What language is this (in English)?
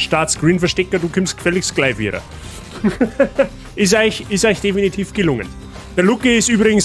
Bavarian